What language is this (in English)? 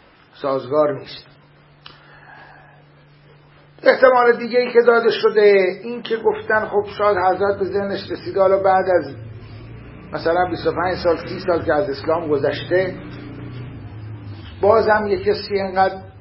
Persian